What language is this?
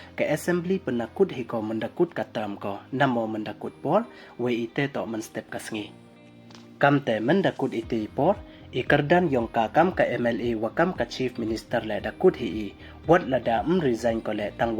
Pnar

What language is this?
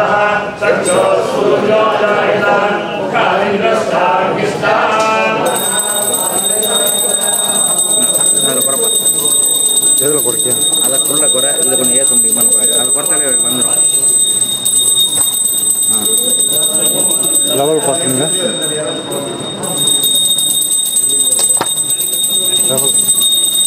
Tamil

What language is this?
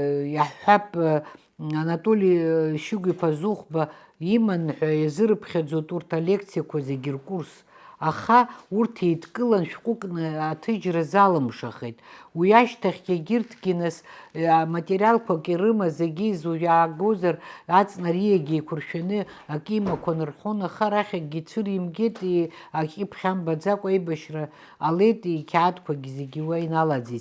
Abkhazian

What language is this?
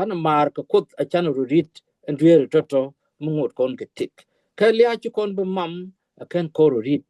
Nuer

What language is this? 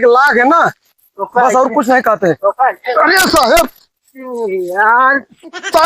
Awadhi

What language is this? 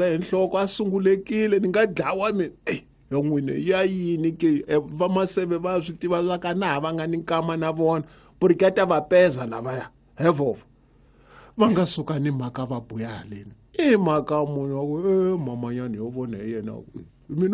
Tsonga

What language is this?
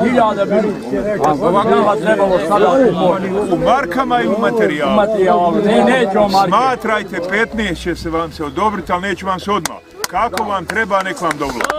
Bosnian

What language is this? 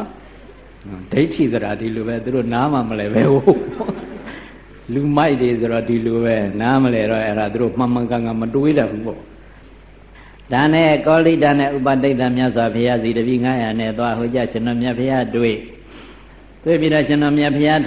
Burmese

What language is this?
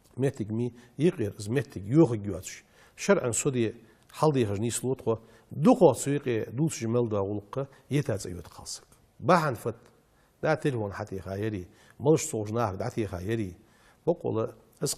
Ingush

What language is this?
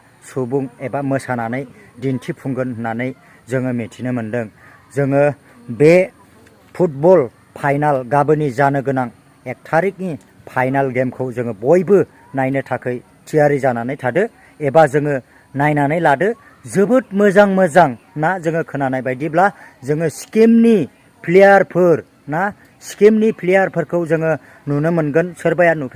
Bodo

